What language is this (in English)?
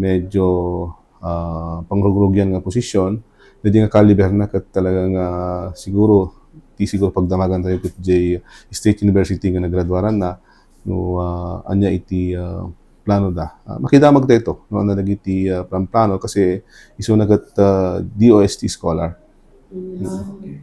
Iloko